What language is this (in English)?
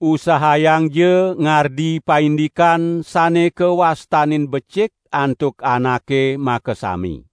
Balinese